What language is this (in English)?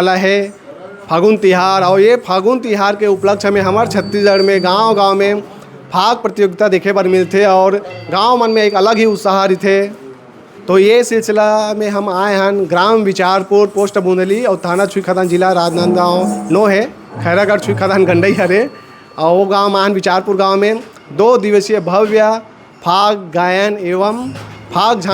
Chhattisgarhi